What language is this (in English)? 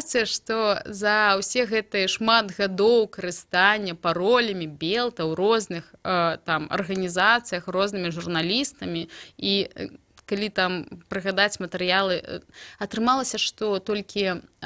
Belarusian